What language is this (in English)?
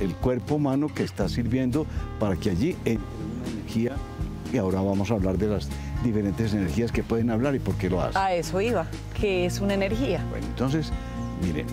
Spanish